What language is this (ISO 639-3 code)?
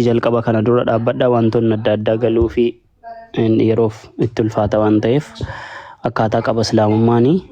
orm